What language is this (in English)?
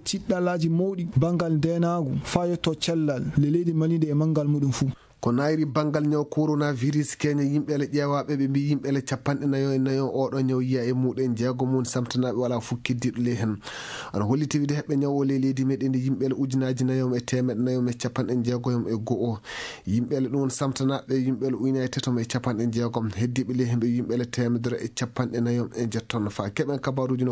Fula